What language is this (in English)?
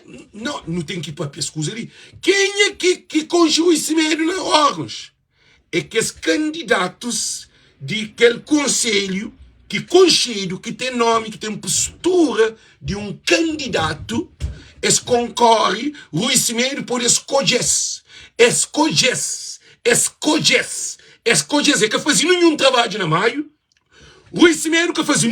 Kabuverdianu